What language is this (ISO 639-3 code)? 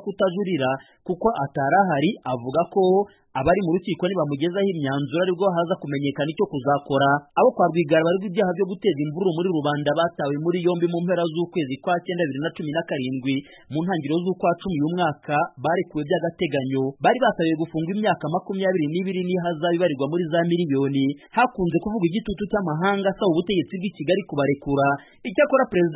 kin